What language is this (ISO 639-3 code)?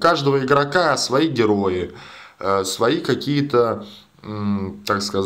rus